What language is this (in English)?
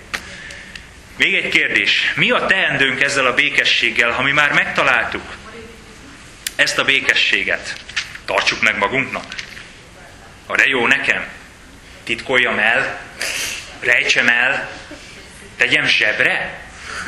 Hungarian